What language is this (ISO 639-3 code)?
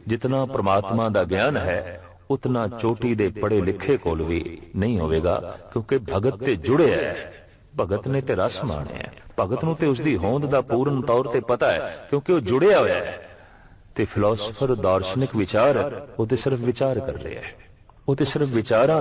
pan